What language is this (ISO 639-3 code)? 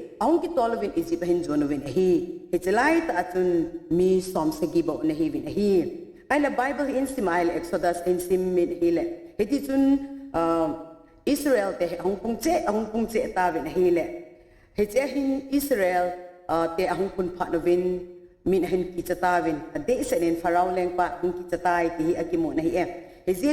tcz